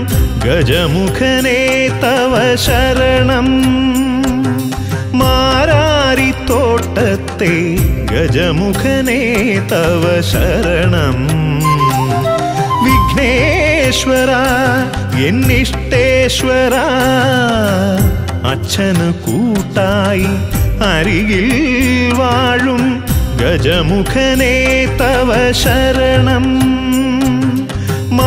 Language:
Malayalam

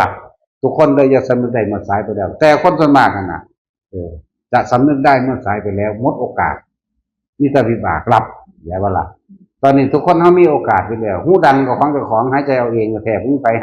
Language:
Northeastern Thai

